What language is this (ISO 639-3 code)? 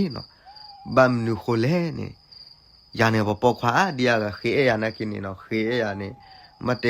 ksw